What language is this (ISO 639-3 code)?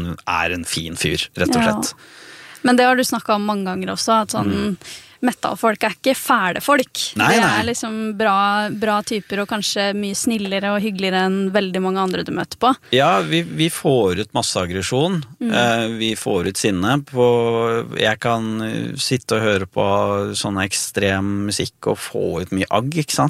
nor